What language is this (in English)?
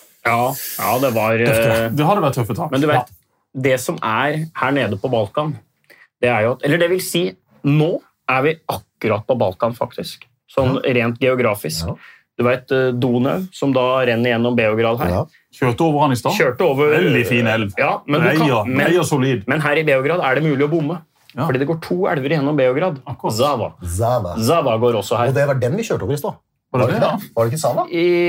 Norwegian